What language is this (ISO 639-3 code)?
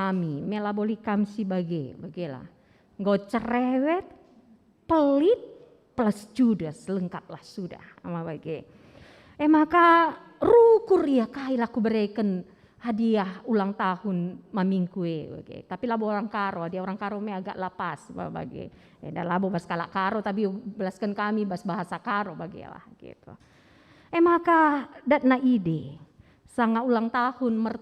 btx